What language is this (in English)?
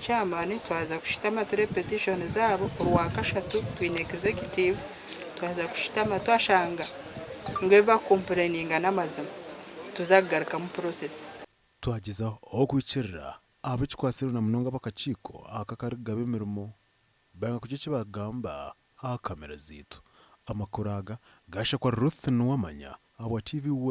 Nyankole